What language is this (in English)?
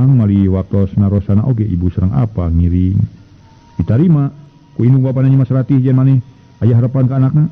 Sundanese